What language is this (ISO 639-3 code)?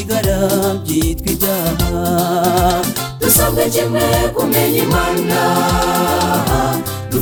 kin